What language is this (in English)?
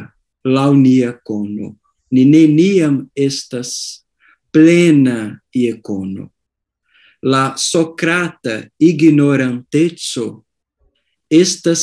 Esperanto